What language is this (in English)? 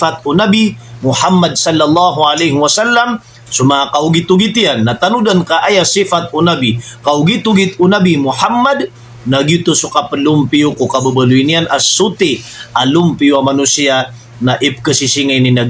Maranao